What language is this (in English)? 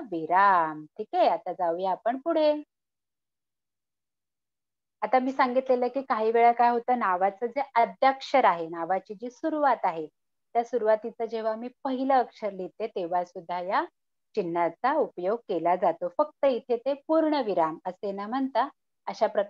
Marathi